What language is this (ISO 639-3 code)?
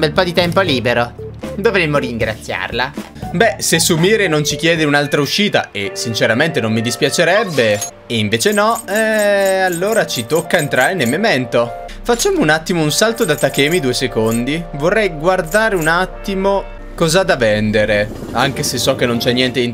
ita